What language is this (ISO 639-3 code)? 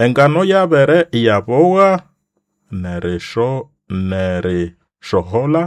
nnb